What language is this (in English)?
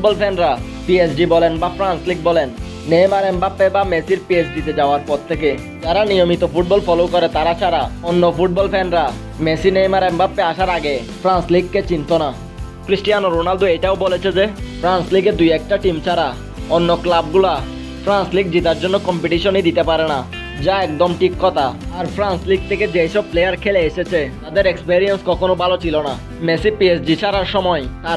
Bangla